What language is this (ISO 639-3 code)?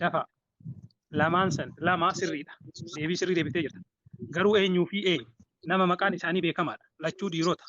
orm